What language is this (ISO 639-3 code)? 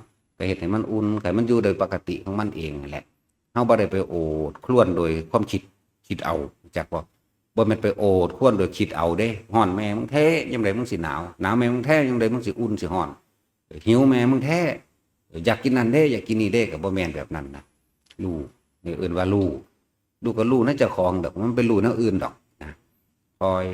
tts